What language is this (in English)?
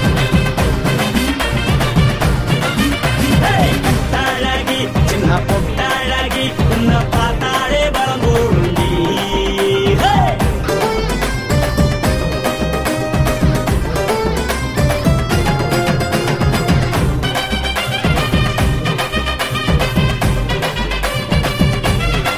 Tamil